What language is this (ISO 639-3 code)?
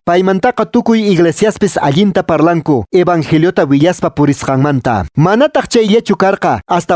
que